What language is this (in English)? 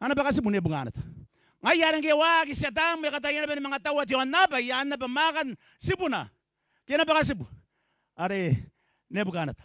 Gilbertese